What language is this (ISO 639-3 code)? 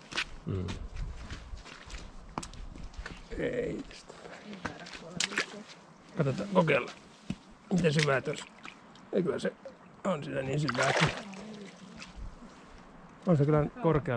fin